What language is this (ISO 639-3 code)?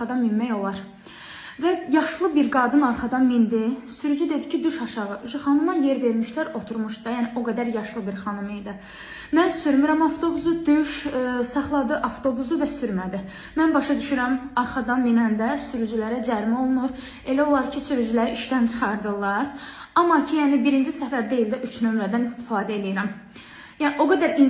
aze